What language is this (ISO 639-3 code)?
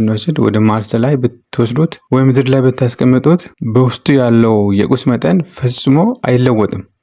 amh